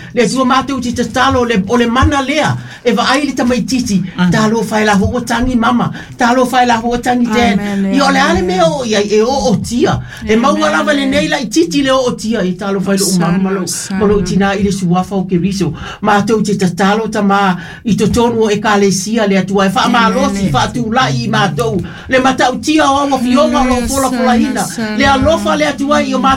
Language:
Samoan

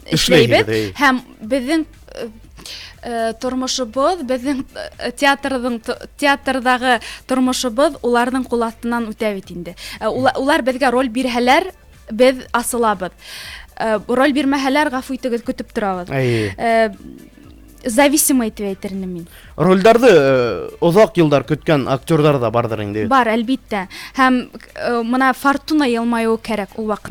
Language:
Bashkir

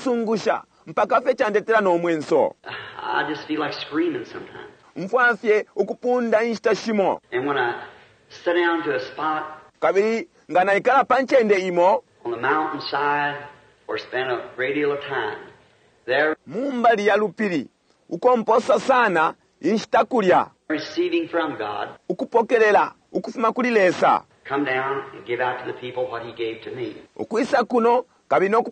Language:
Bemba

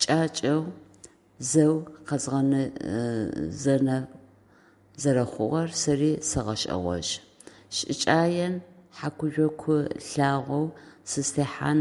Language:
Adyghe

